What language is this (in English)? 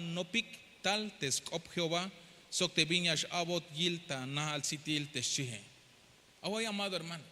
Tzeltal